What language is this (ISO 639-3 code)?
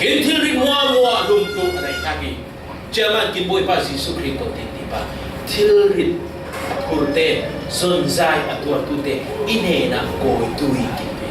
cfm